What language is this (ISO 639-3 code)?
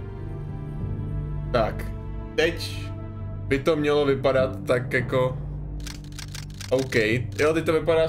ces